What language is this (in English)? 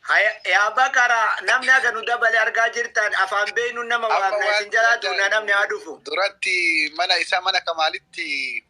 Oromo